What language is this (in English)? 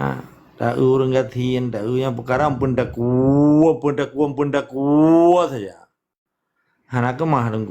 Achinese